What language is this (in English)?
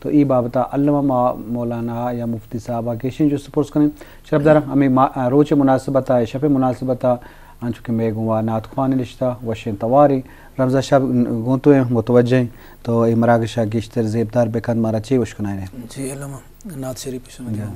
Eastern Balochi